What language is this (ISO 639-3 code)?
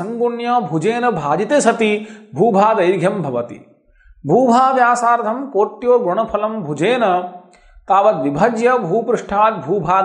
san